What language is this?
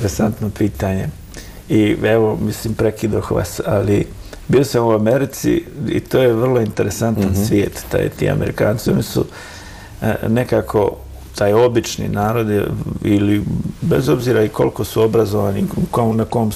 Bosnian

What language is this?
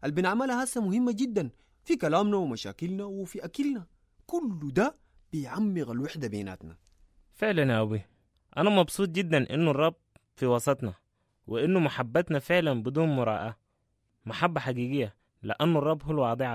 Sudanese Arabic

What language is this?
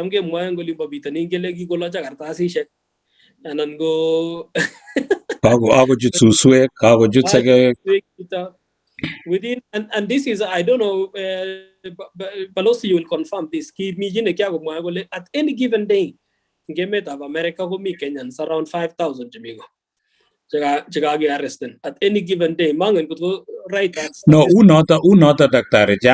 Kalenjin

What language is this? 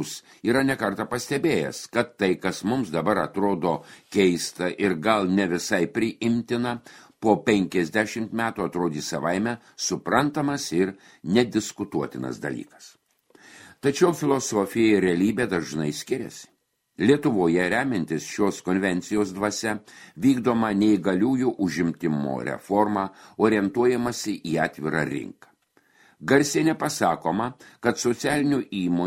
Lithuanian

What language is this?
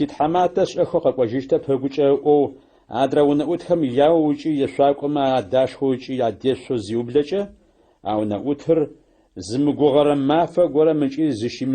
Adyghe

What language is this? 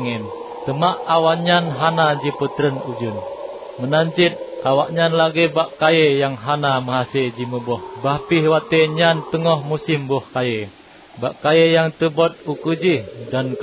Achinese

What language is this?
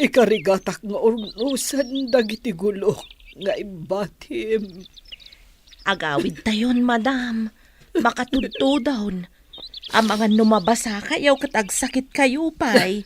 Iloko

